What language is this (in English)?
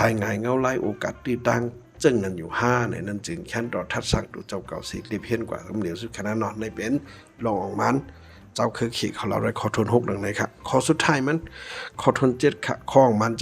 Shan